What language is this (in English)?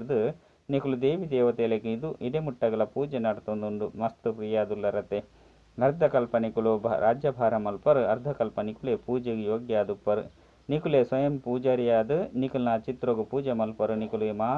Tulu